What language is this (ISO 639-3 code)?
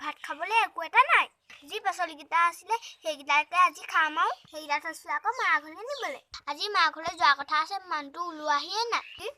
asm